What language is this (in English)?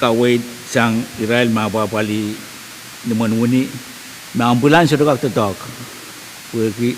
Pohnpeian